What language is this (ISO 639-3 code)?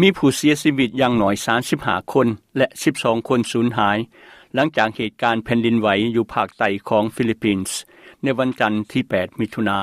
lao